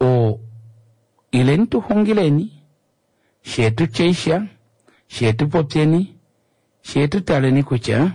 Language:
Kuanyama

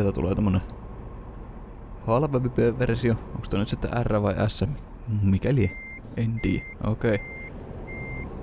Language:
Finnish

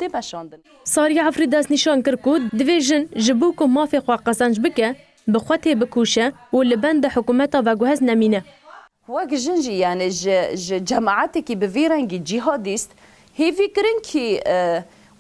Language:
Kurdish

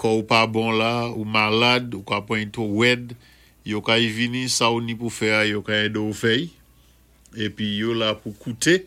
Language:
Saint Lucian Creole French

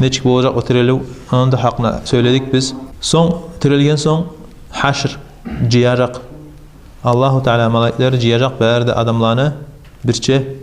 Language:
Kumyk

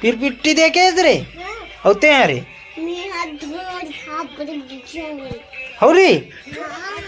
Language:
Chhattisgarhi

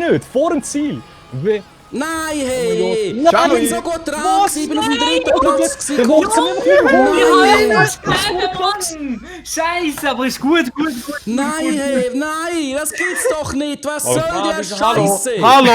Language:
Swiss German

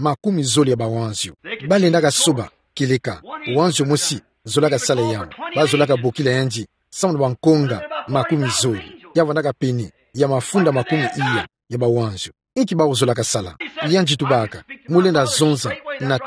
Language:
Kituba (Democratic Republic of Congo)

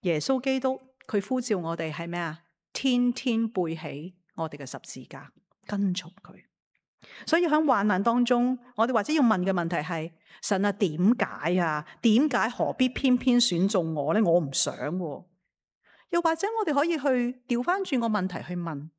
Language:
Cantonese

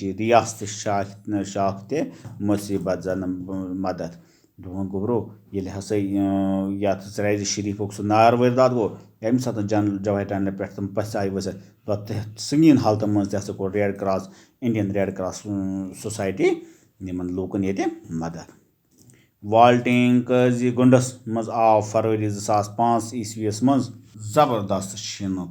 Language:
Kashmiri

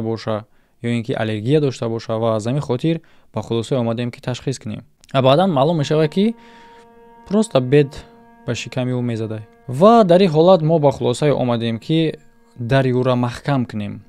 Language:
Tajik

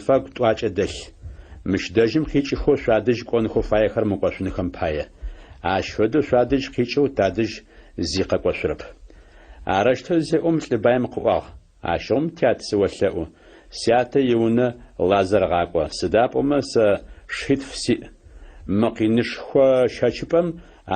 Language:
Adyghe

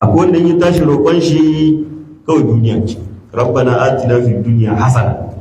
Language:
Hausa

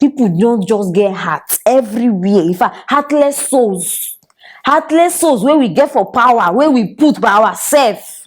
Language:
Nigerian Pidgin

